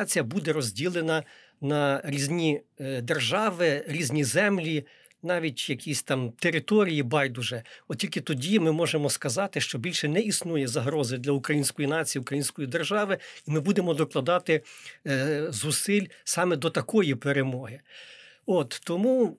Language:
Ukrainian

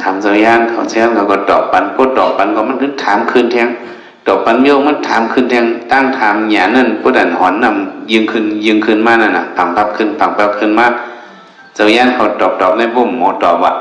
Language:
Shan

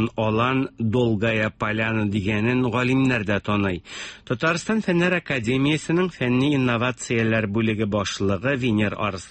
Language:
Tatar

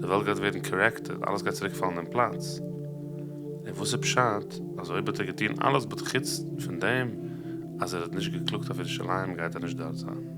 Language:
Yiddish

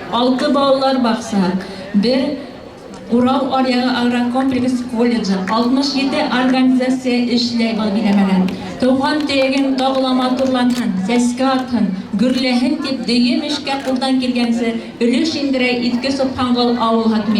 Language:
Bashkir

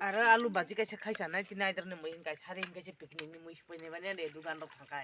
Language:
Kok Borok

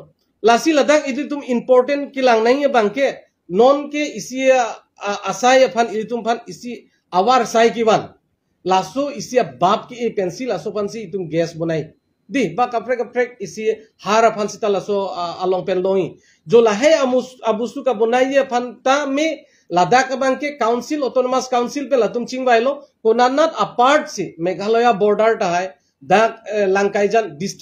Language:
Karbi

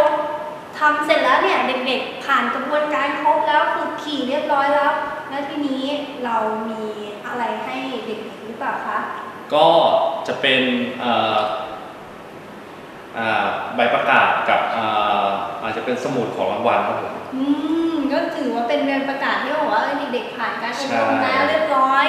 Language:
Thai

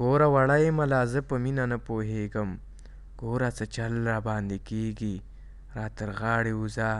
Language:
Pashto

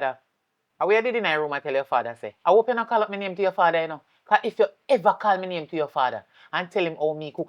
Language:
Jamaican Creole English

